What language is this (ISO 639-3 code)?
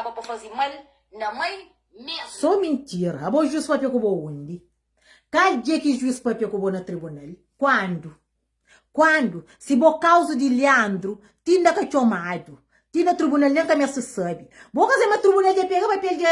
kea